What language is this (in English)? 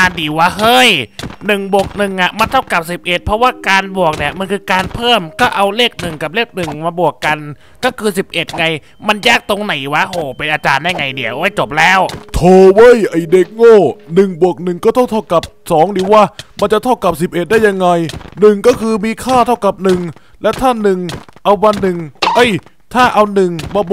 Thai